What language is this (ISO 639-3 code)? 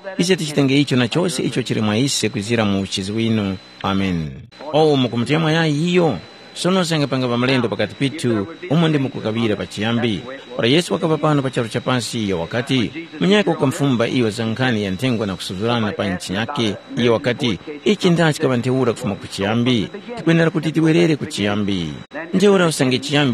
tum